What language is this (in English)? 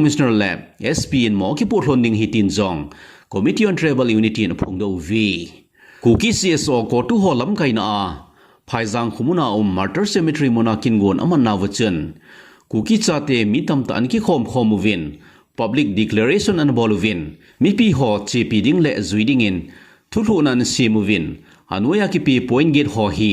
Thado Chin